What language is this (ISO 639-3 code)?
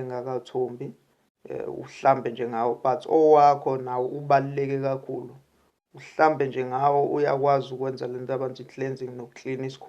zul